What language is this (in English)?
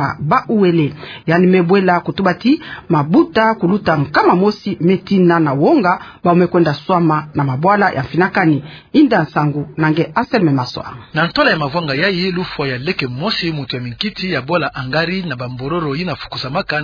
Kituba (Democratic Republic of Congo)